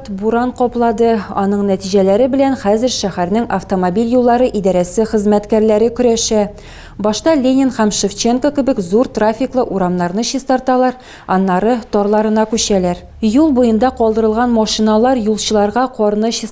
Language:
Tatar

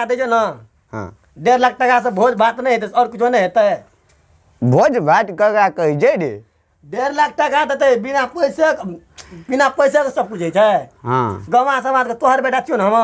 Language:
Maithili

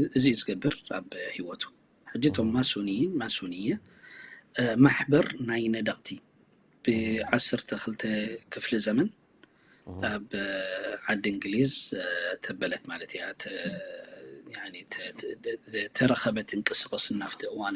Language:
Tigrinya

